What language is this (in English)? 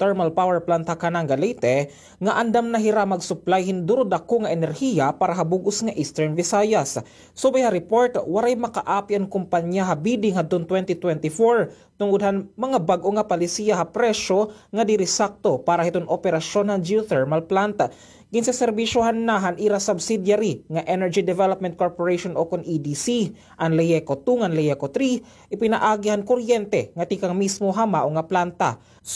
Waray